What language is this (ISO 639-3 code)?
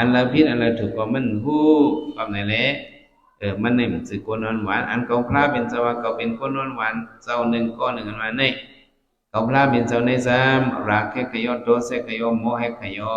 shn